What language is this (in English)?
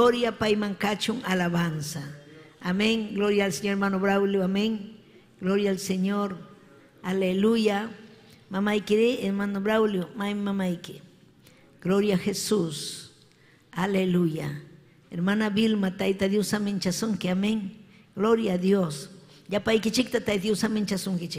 Ayacucho Quechua